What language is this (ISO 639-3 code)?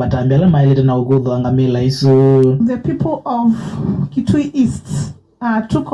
kam